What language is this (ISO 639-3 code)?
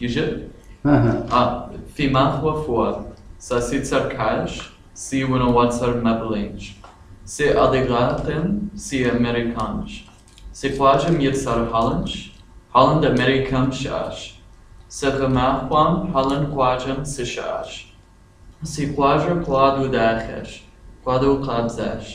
kbd